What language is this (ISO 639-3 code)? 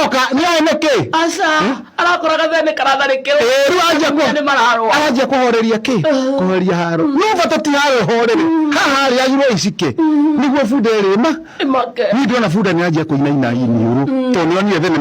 kik